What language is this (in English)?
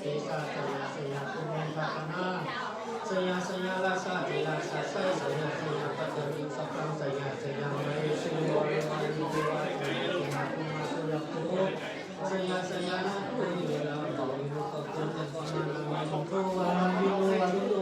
Pali